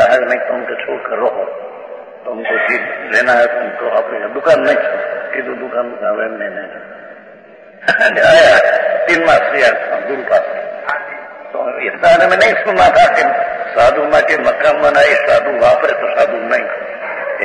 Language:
Hindi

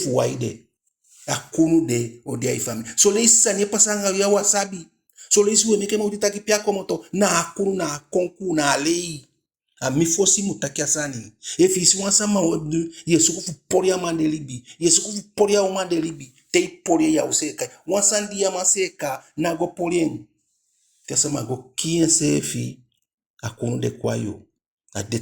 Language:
Eastern Maroon Creole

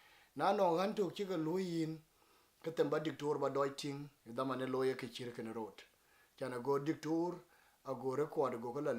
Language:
Dinka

